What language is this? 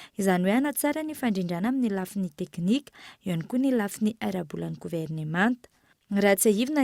Malagasy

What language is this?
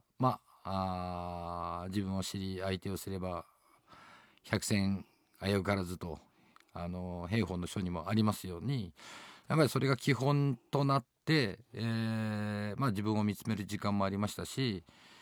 Japanese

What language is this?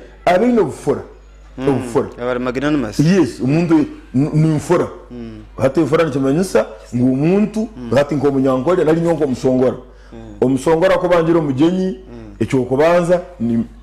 Nyankole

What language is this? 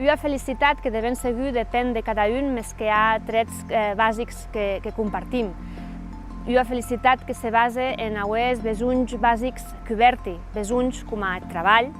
Occitan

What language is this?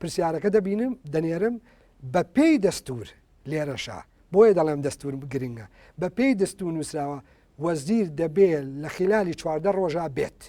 Central Kurdish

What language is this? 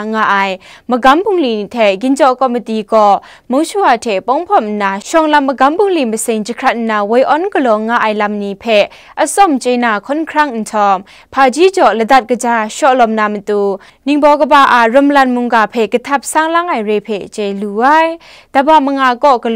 Kachin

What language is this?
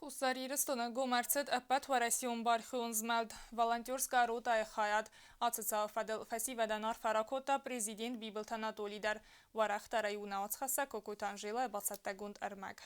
Ossetic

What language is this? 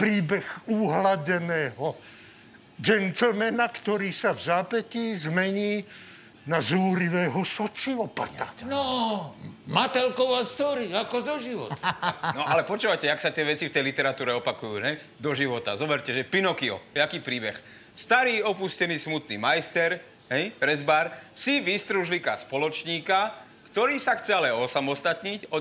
Slovak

